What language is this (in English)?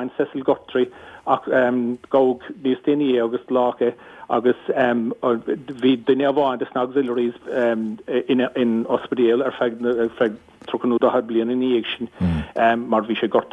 Irish